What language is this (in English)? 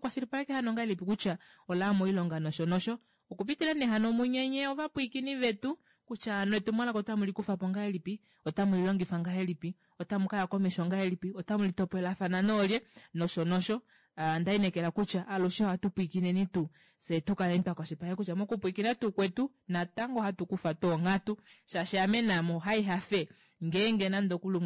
Kuanyama